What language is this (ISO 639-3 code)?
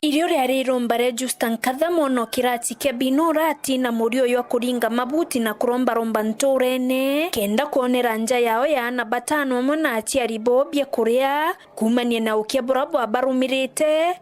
mer